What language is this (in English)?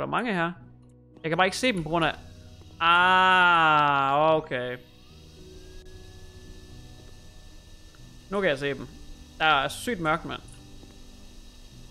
Danish